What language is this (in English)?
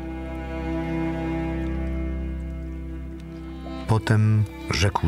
Polish